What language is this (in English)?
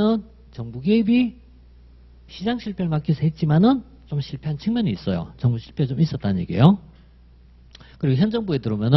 Korean